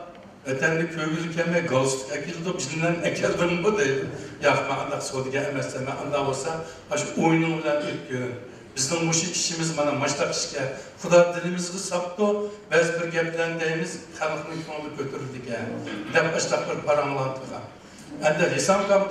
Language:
Uyghur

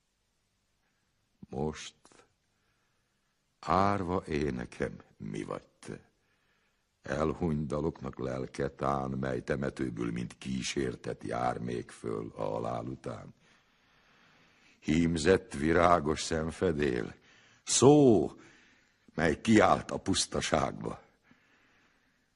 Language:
Hungarian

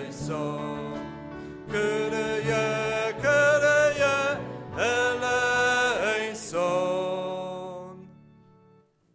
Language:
Polish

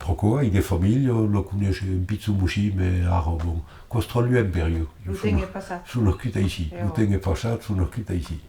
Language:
Occitan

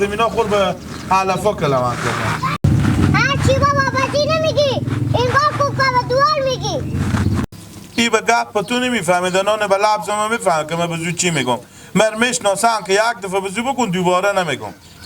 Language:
Hazaragi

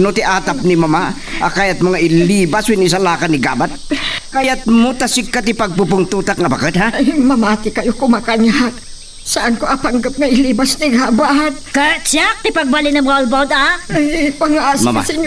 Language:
Iloko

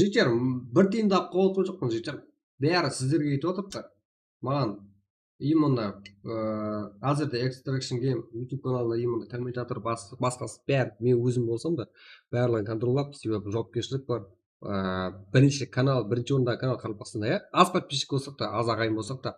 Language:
Kara-Kalpak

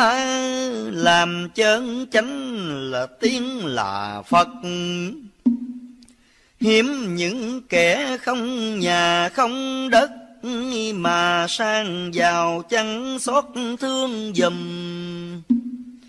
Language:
Vietnamese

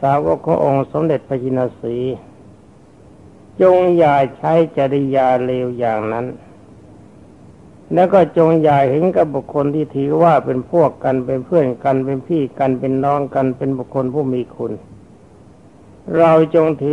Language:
Thai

